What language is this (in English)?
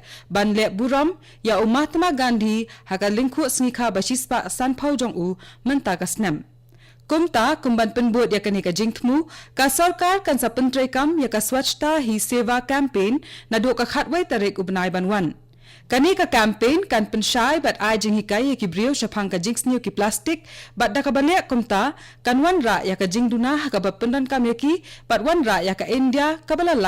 Khasi